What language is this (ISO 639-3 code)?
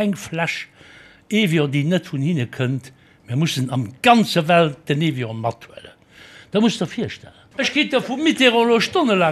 ltz